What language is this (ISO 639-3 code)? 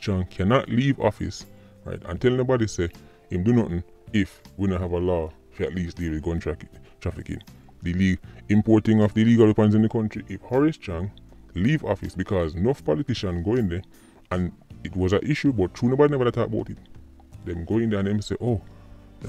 jam